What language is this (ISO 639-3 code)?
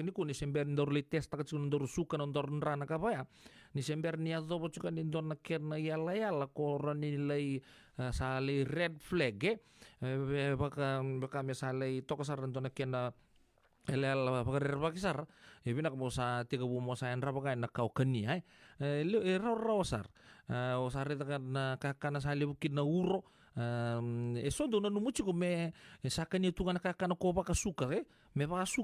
fij